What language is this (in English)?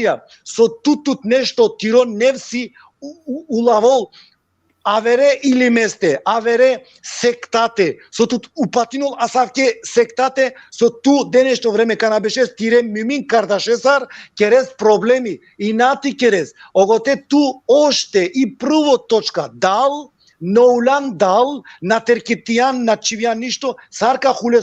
Balkan Romani